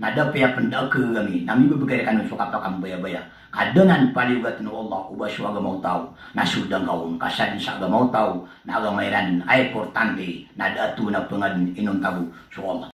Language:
Maranao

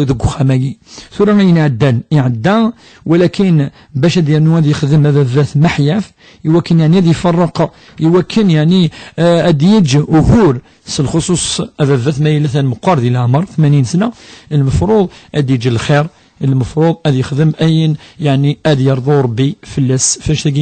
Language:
Kabyle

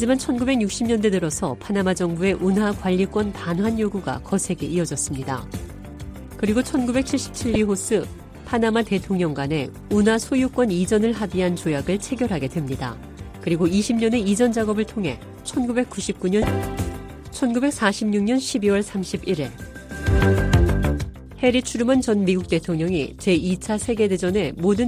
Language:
Korean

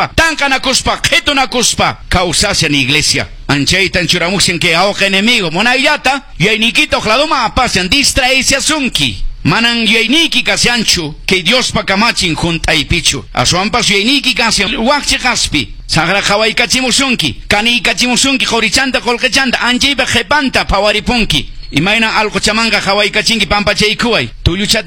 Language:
Quechua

